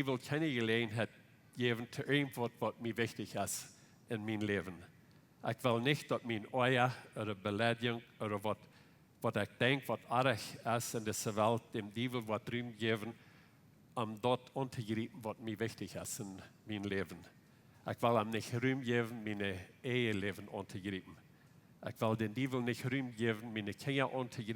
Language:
Plautdietsch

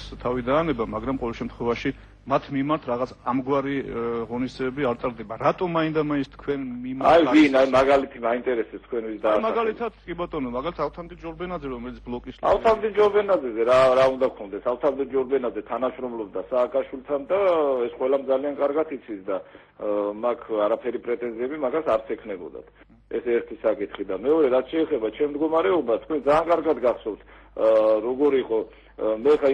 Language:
Georgian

